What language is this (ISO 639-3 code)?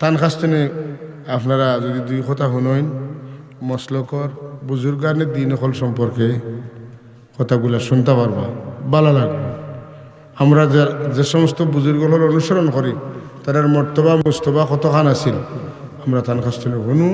syl